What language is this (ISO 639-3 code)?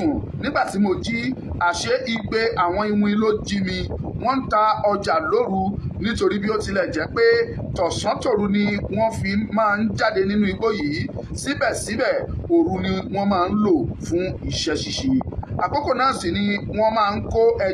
yor